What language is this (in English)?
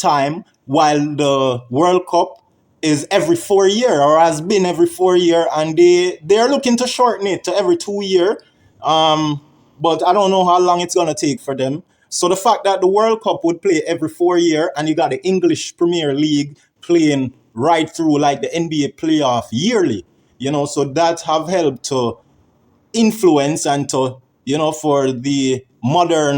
Jamaican Creole English